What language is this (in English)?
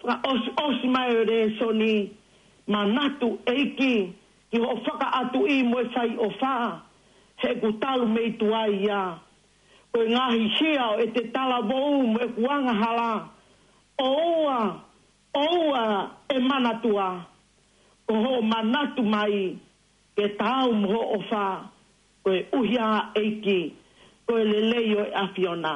Tongan